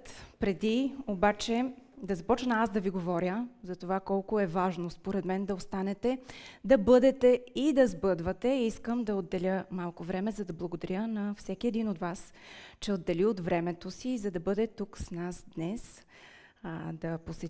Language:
Bulgarian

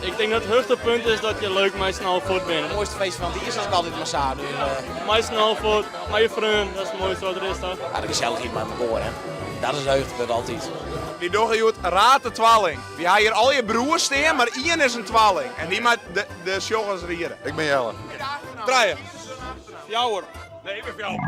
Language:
Western Frisian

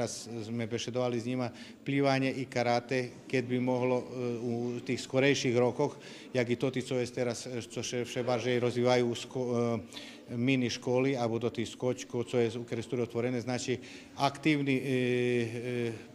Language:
Rusyn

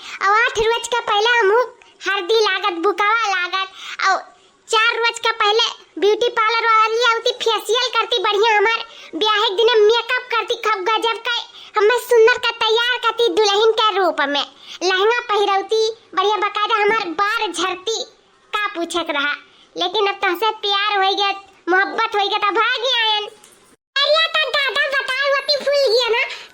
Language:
Awadhi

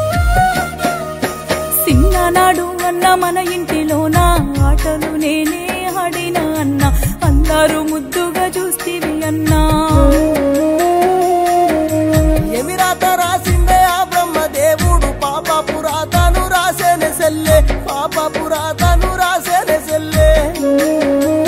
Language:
Telugu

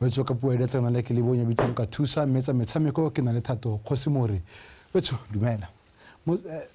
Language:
Tswana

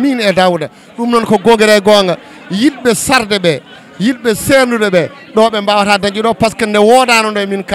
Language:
Fula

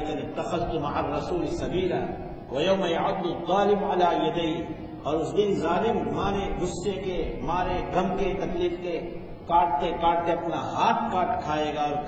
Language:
Urdu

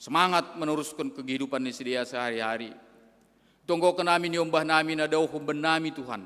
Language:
Batak Simalungun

